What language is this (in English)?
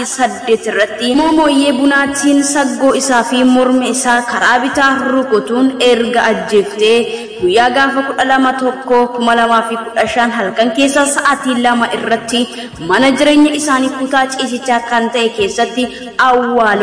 Oromo